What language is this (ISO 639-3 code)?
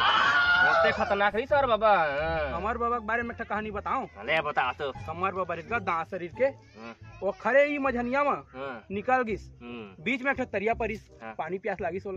hne